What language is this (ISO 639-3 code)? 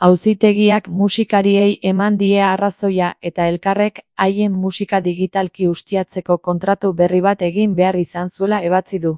eus